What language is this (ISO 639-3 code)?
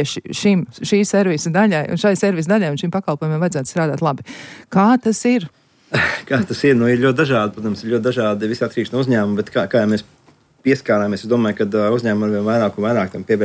lav